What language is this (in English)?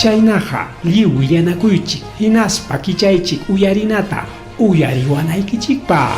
Ayacucho Quechua